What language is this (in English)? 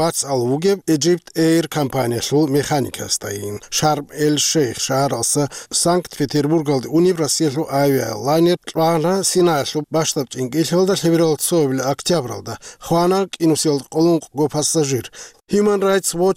Avaric